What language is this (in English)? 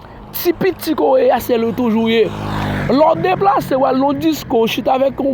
Haitian Creole